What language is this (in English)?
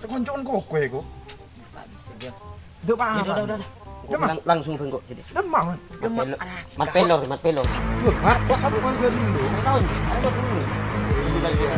Madurese